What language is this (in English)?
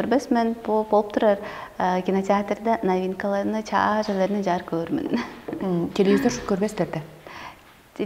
Tuvinian